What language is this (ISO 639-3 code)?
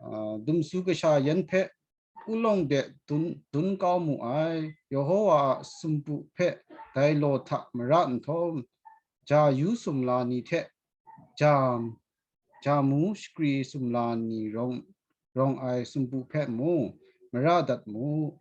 kac